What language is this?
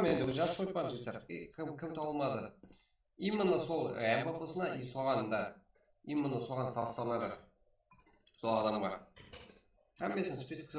Kara-Kalpak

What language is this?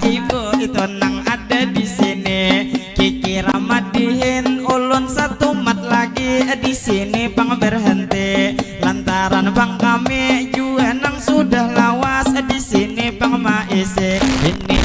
Banjar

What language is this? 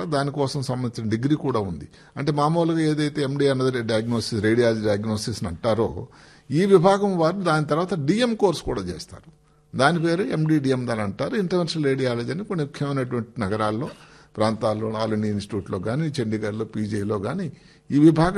Telugu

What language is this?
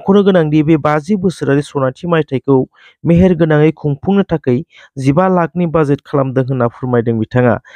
Bodo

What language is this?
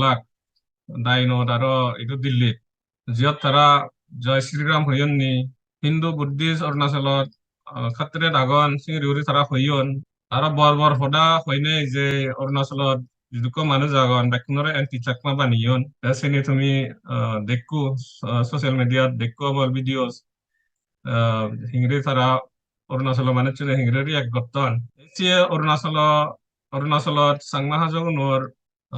Chakma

